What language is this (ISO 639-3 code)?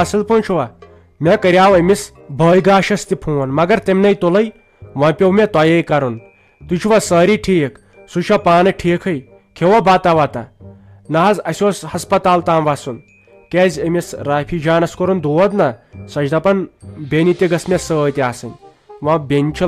kas